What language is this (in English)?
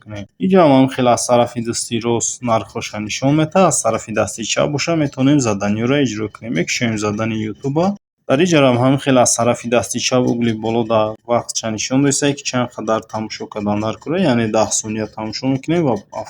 Tajik